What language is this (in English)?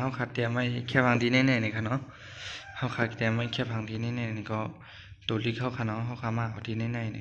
Shan